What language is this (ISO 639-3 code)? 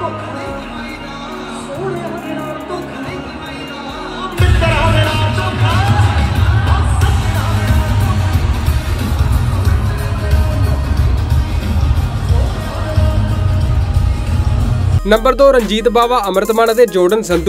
pan